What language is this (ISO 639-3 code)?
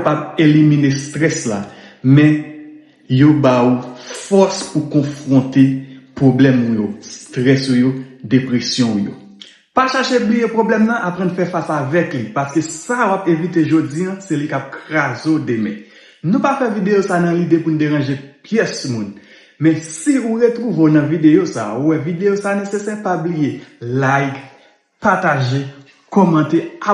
hat